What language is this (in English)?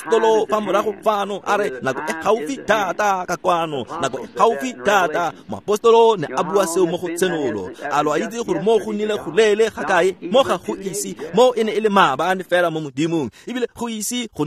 Tswana